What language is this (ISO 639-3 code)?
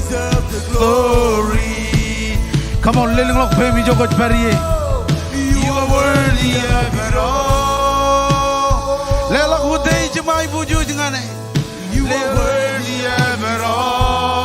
mah